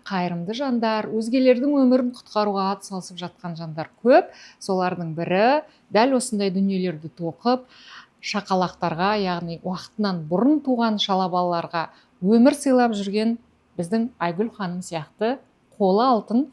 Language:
Kazakh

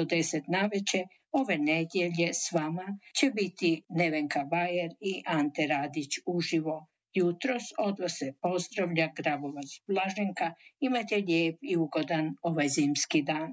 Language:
Croatian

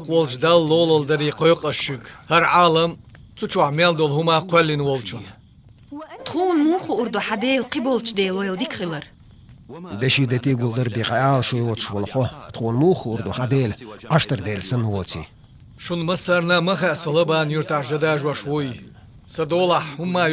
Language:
Chechen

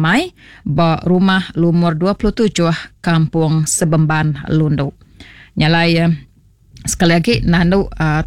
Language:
Iban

